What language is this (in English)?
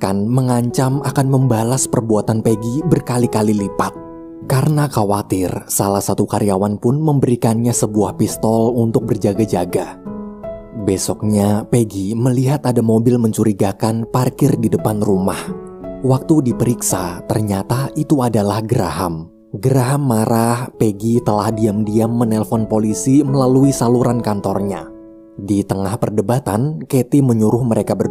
Indonesian